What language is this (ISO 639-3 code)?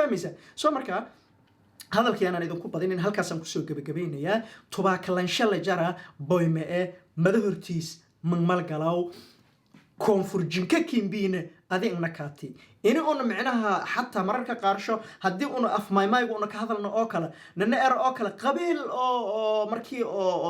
som